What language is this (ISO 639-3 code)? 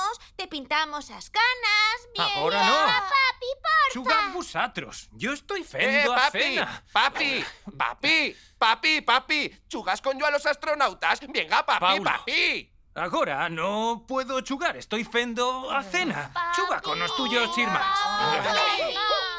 arg